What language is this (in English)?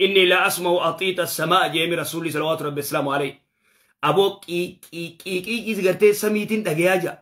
Oromo